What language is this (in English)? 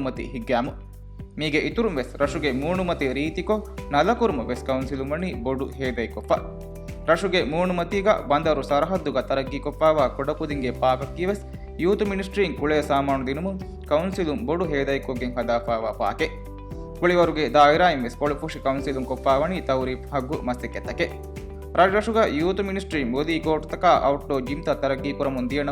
Divehi